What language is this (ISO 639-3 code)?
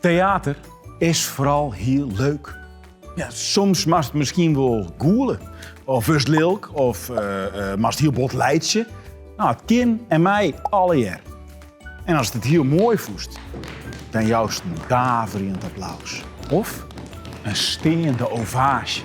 fry